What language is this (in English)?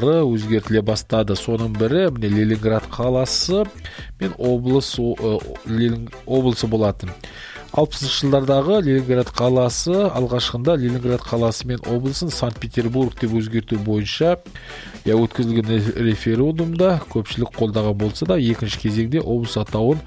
Kazakh